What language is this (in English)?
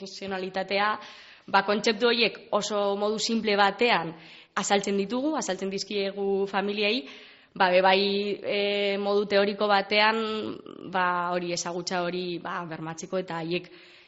Basque